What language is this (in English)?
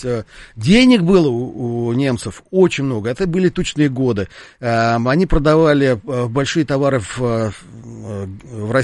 Russian